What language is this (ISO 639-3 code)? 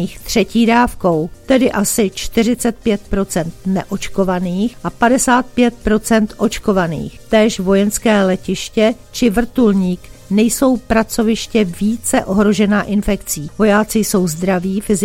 ces